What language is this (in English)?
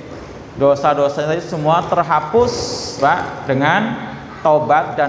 Indonesian